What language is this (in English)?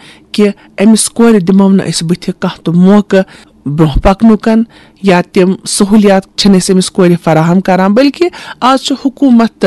Kashmiri